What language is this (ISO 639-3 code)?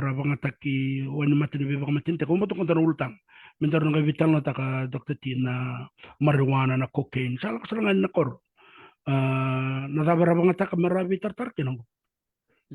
fij